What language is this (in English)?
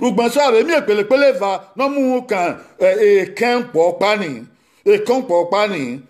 Bini